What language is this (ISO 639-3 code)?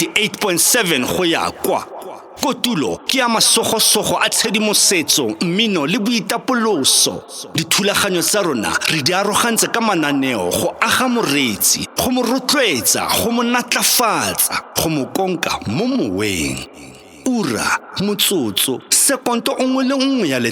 tsn